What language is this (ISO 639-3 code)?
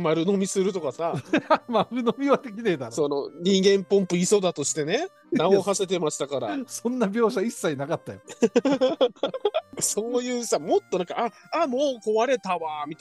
jpn